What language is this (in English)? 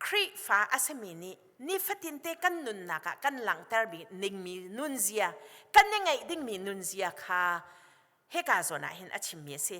Hakha Chin